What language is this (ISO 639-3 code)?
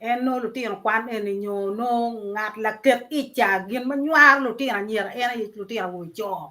ach